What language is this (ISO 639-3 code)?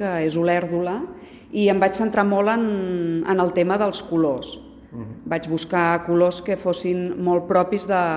cat